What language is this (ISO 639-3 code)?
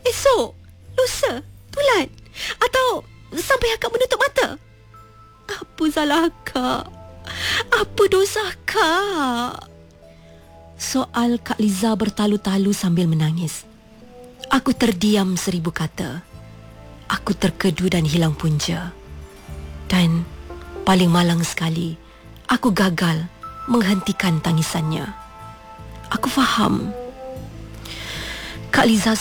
msa